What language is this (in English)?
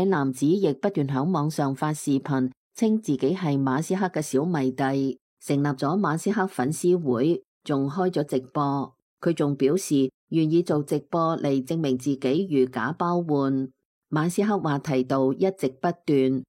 Cantonese